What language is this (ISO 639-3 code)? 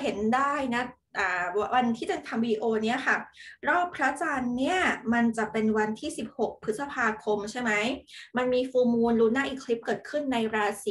tha